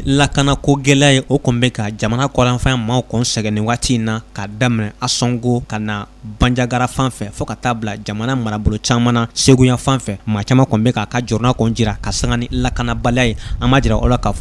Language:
Bambara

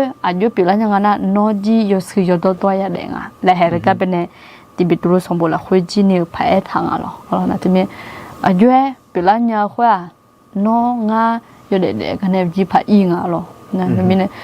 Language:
Akha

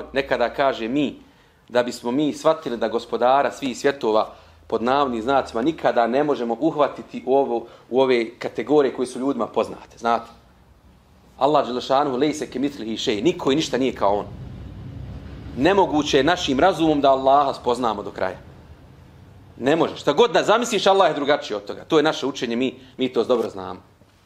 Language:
Bosnian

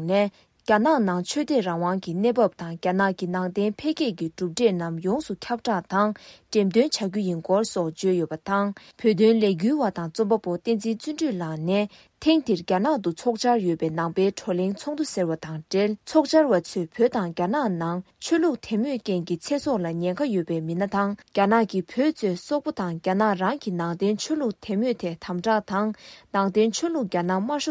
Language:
Tibetan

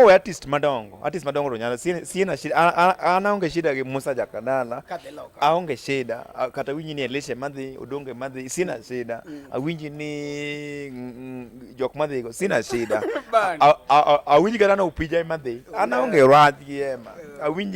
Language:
Luo (Kenya and Tanzania)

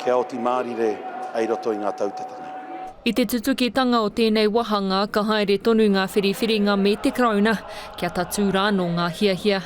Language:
Māori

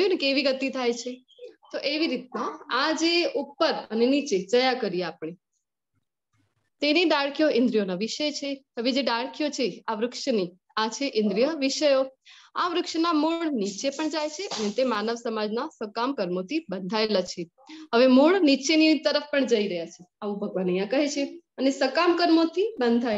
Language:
Gujarati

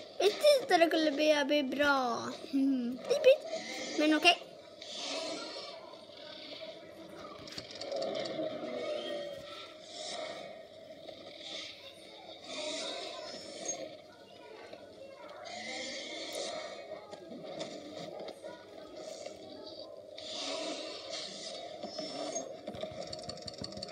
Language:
Swedish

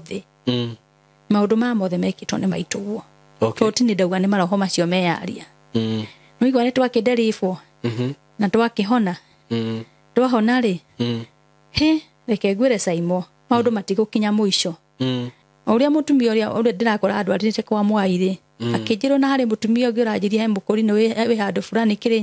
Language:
Kikuyu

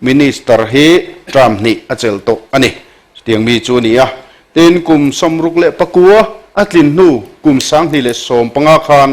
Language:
Mizo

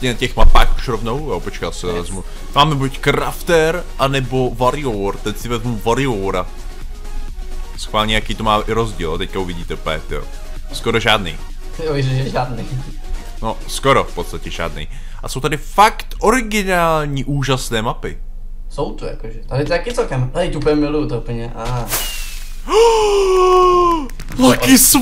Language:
Czech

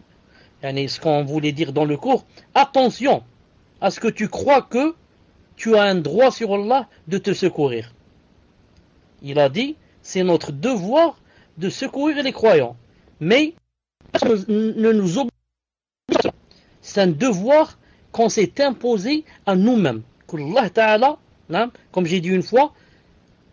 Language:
French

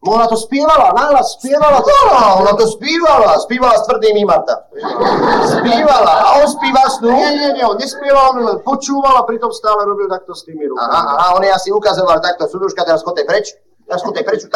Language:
Slovak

